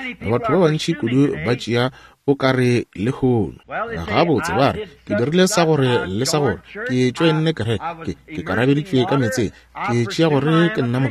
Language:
Northern Sotho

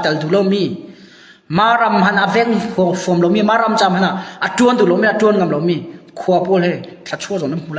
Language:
Hakha Chin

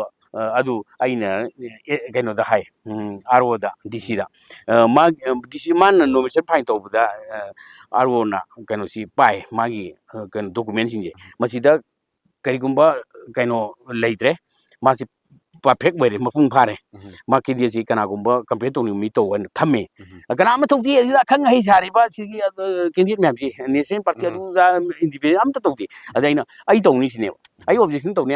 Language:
Manipuri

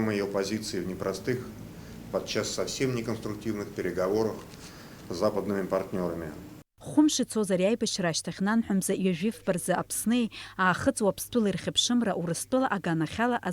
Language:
Abkhazian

